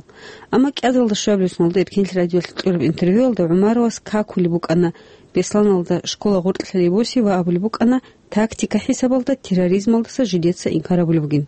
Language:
Avaric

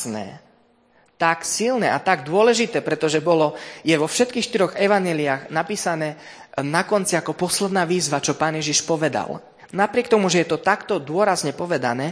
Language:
Slovak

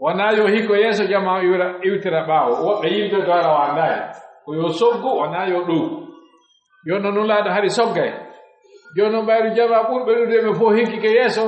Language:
Pular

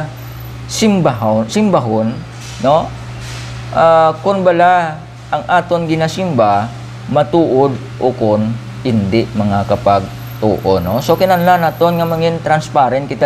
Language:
Hiligaynon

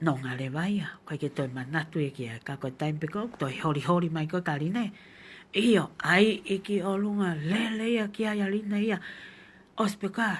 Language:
Tongan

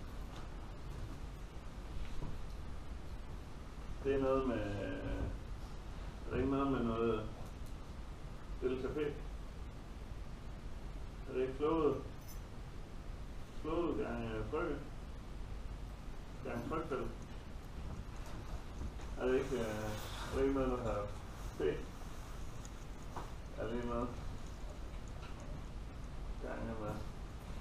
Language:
Danish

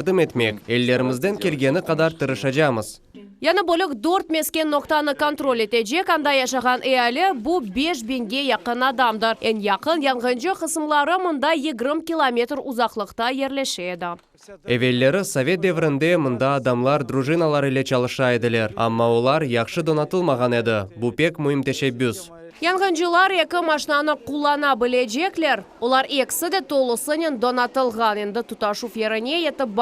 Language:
Crimean Tatar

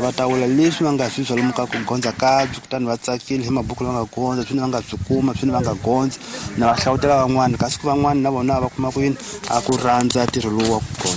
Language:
Tsonga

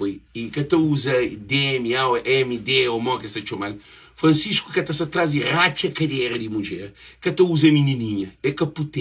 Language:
Kabuverdianu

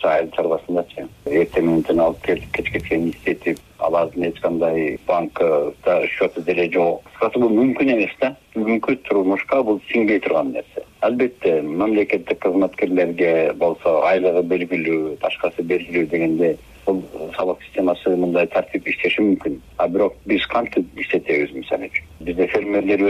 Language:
Kyrgyz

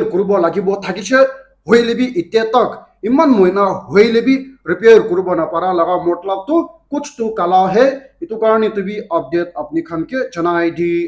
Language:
Naga Pidgin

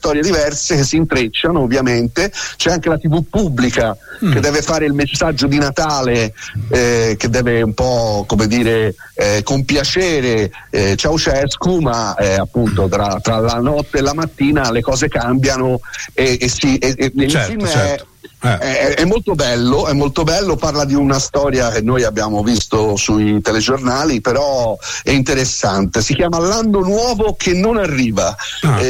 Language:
Italian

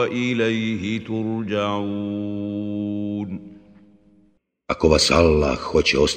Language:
Bosnian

